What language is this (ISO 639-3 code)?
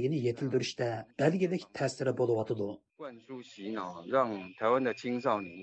uig